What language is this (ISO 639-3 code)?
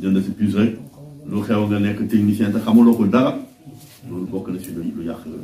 wol